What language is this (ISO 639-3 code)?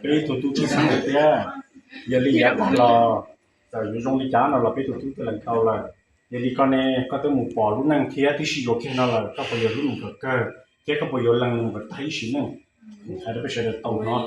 hmn